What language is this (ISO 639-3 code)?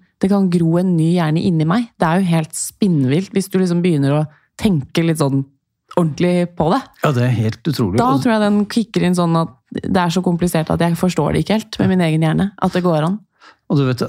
nor